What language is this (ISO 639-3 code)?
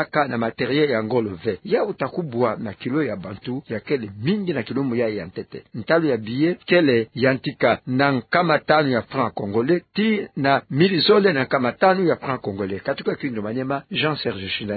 ktu